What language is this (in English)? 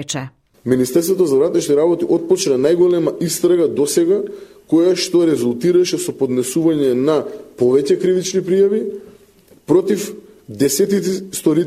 Macedonian